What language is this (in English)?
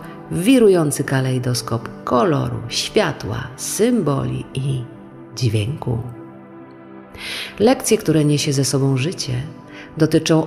Polish